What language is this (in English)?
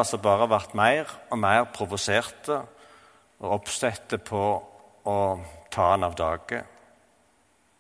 Norwegian